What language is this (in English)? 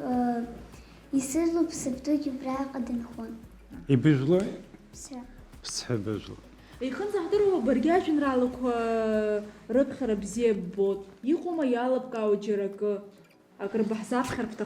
Abkhazian